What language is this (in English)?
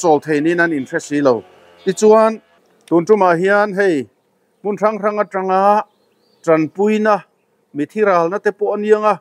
Mizo